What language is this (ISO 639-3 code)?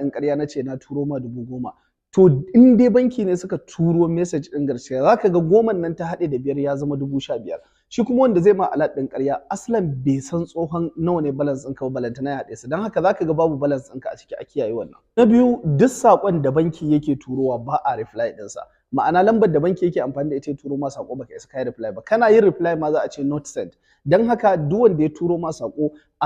hau